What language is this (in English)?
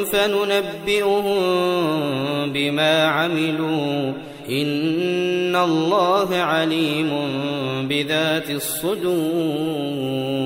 Arabic